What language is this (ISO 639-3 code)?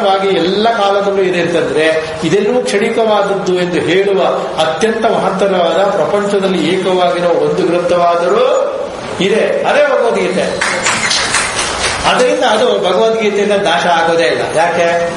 kan